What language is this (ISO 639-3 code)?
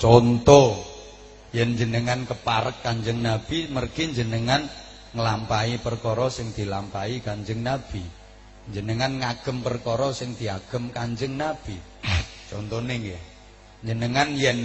jav